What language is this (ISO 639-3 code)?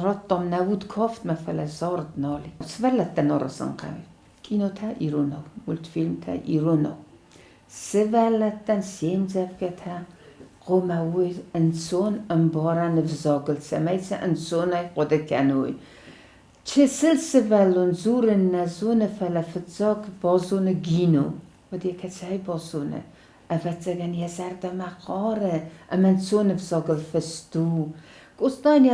oss